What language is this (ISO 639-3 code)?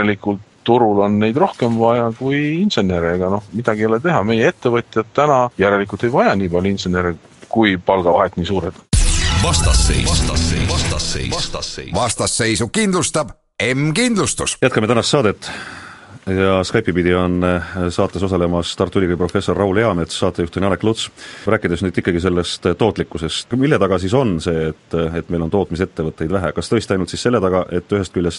est